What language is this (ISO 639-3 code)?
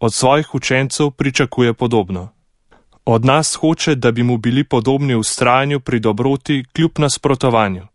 slv